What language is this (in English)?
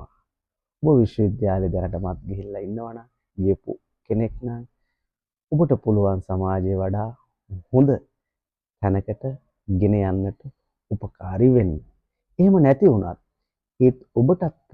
Sinhala